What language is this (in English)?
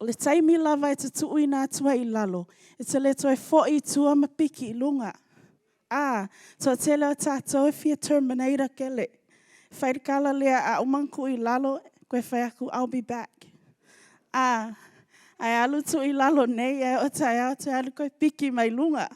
Samoan